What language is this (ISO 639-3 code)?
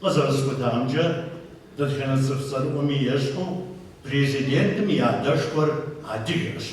kbd